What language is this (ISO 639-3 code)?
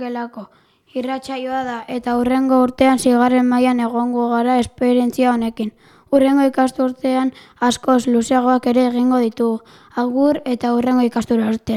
eus